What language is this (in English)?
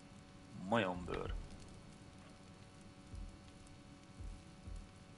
Hungarian